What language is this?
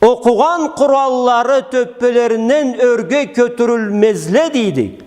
Karachay-Balkar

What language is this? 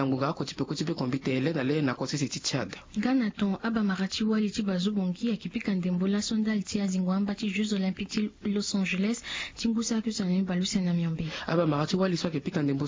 Sango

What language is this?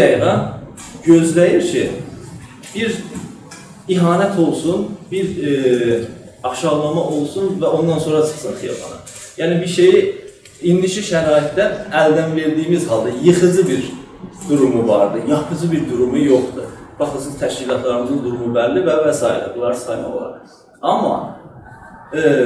South Azerbaijani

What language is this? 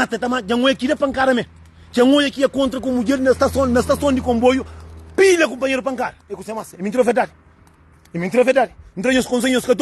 Kabuverdianu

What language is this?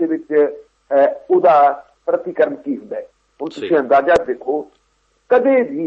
Punjabi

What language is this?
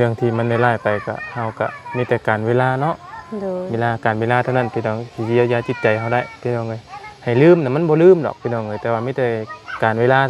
Lao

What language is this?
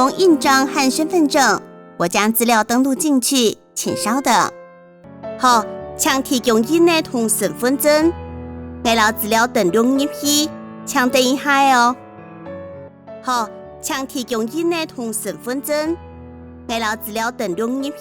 Hakka Chinese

